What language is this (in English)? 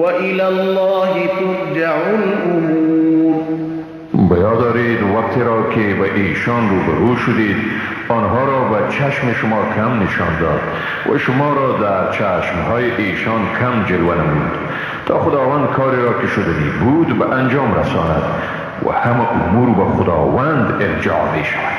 Persian